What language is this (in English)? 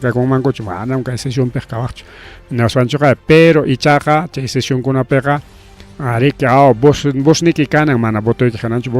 Ayacucho Quechua